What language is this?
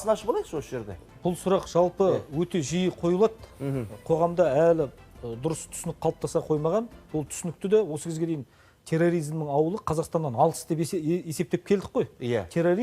Kazakh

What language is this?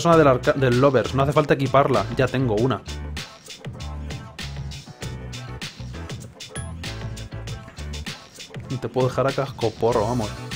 Spanish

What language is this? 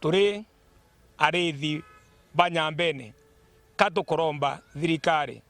Meru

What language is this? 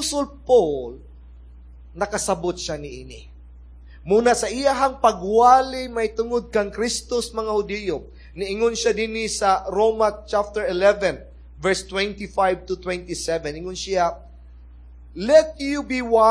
Cebuano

